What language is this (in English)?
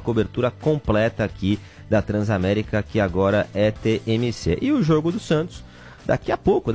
Portuguese